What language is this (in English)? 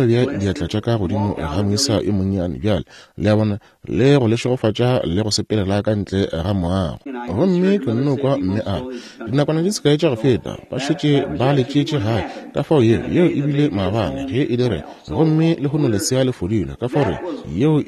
Northern Sotho